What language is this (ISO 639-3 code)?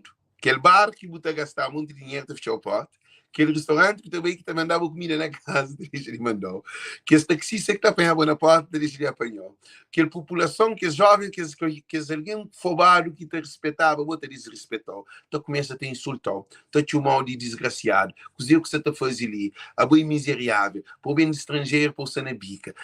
kea